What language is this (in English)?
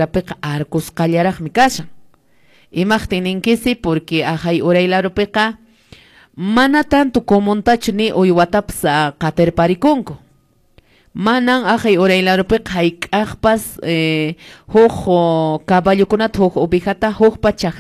Quechua